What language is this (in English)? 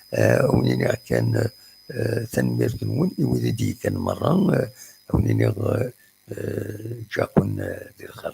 Kabyle